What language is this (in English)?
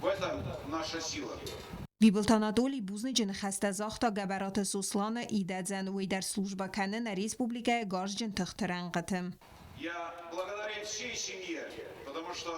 Ossetic